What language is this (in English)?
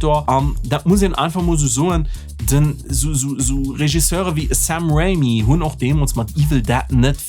Luxembourgish